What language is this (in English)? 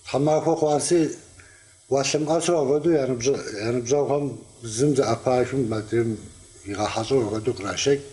Kabardian